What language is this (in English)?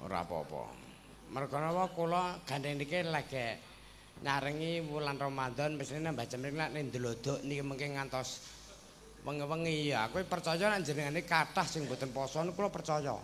Javanese